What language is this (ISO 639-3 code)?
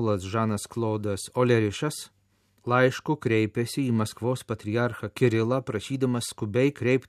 lit